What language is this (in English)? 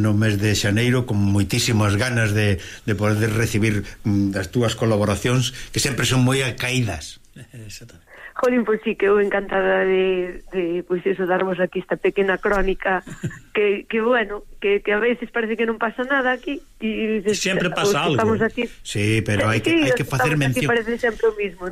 Galician